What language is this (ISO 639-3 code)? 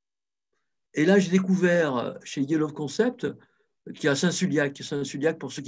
fra